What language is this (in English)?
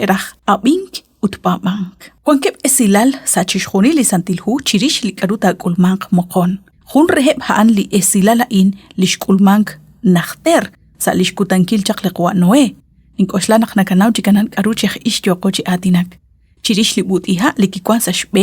Kekchí